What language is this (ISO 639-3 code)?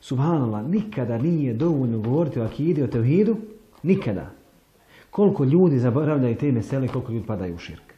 bos